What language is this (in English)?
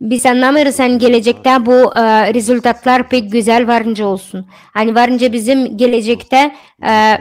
Gagauz